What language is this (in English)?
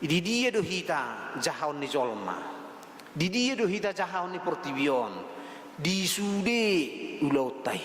Batak Toba